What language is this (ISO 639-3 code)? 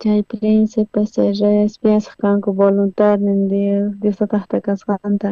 quh